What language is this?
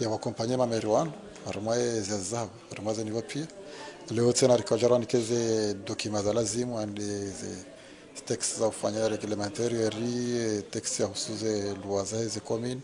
Ngazidja Comorian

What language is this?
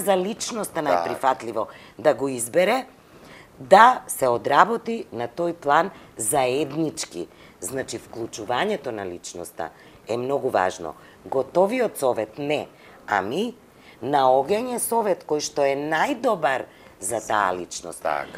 Macedonian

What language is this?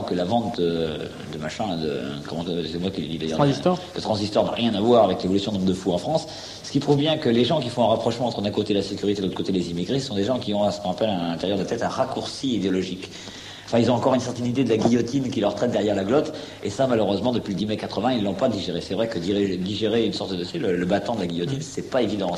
French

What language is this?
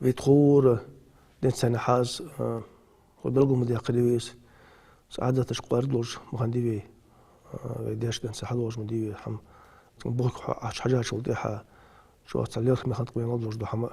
Ingush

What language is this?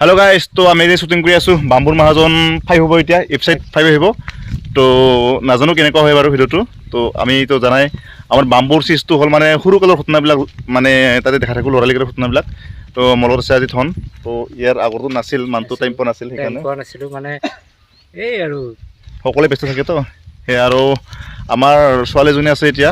Assamese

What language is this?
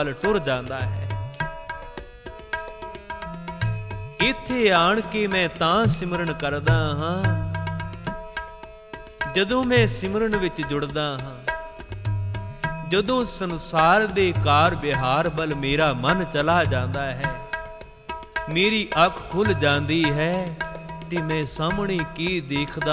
Punjabi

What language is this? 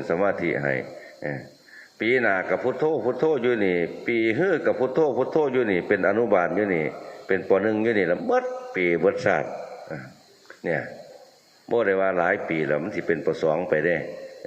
Northeastern Thai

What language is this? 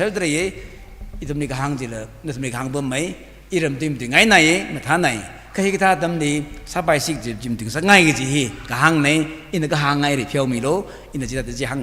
Tangkhul Naga (India)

